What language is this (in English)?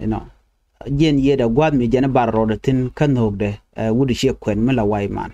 Nuer